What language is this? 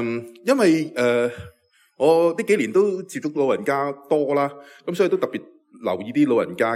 Cantonese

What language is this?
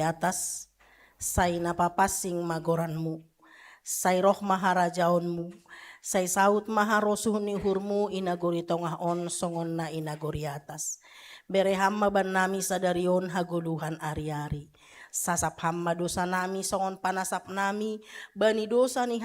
Batak Simalungun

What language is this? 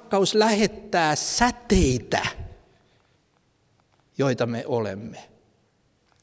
Finnish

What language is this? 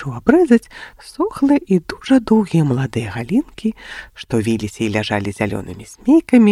Belarusian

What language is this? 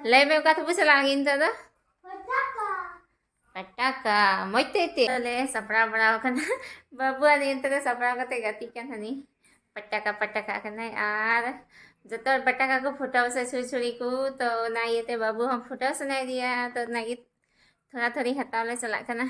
Santali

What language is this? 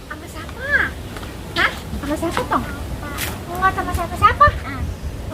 Betawi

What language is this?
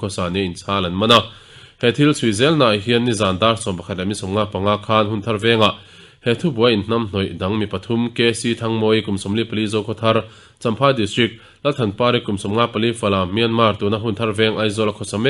Mizo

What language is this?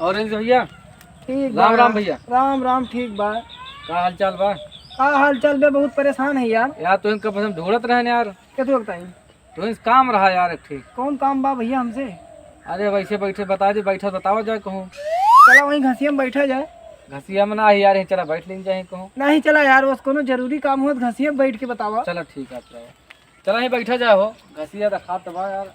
Awadhi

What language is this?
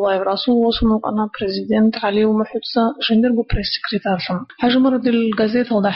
Avaric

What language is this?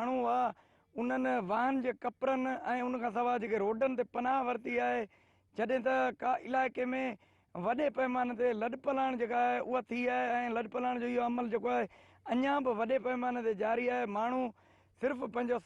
Sindhi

